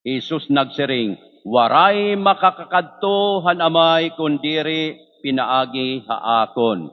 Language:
Waray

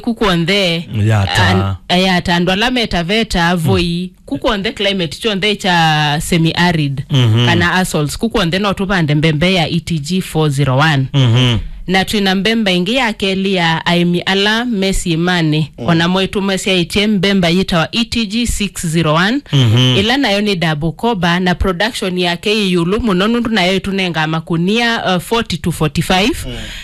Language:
Kamba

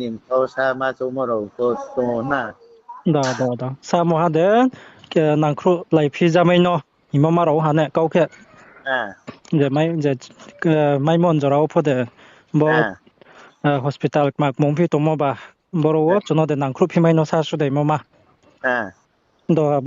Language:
Riang (India)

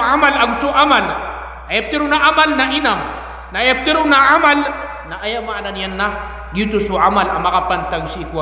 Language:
Maranao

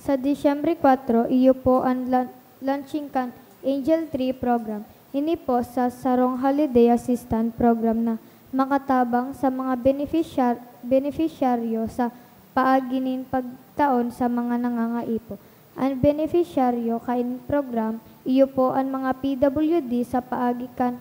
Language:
Bikol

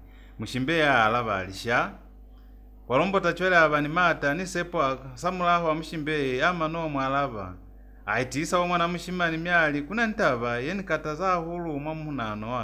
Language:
Lozi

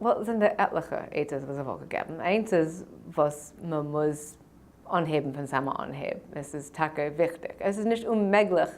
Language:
Yiddish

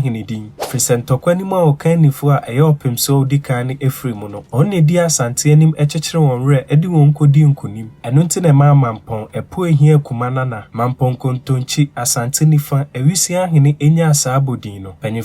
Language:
Akan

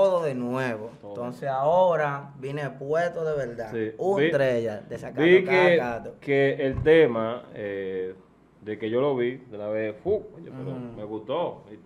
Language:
Spanish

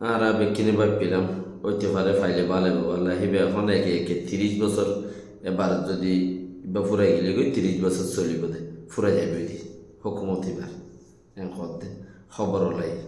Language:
Rohingya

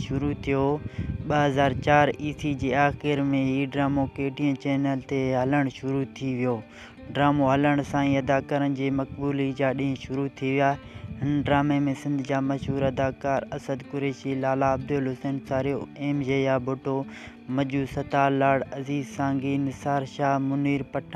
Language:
Sindhi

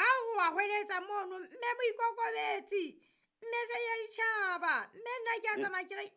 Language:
Southern Sotho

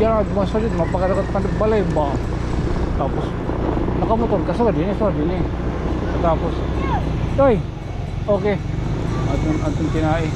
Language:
Waray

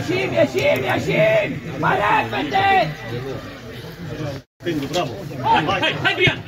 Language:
Romanian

